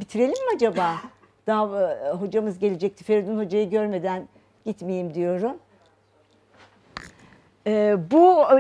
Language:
Turkish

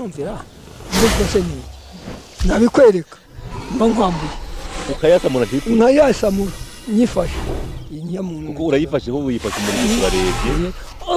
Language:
Kinyarwanda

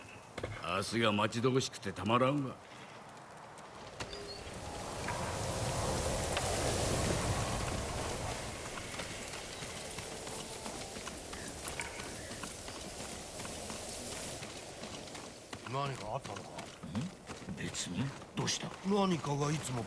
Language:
Japanese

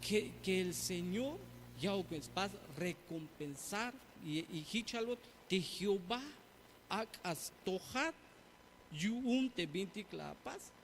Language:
Tzeltal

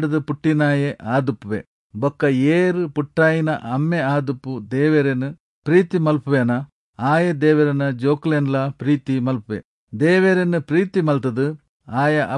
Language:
Tulu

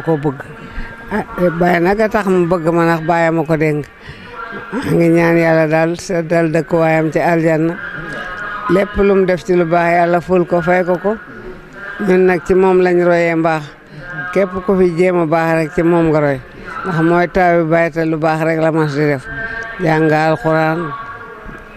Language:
Wolof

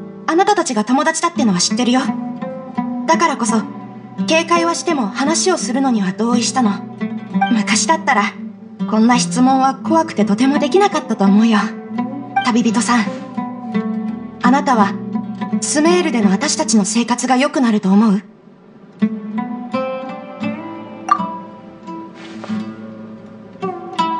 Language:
Japanese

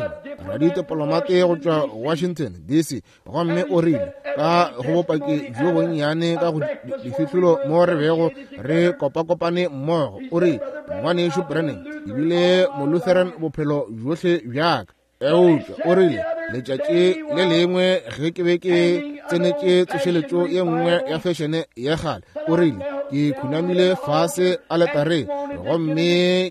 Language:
Northern Sotho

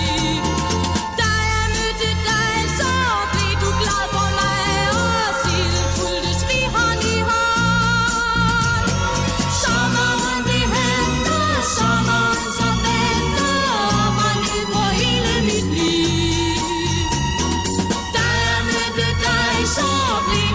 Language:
Danish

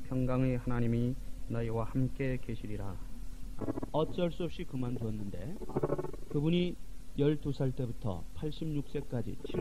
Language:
Korean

